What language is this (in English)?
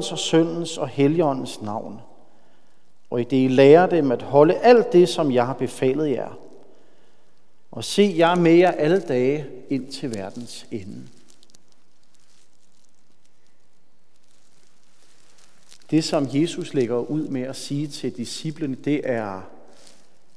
Danish